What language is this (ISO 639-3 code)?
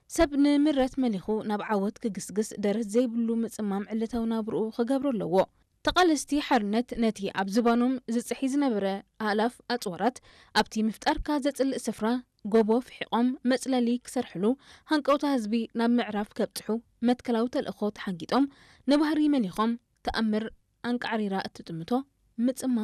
tir